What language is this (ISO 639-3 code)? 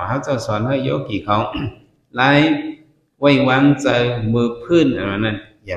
shn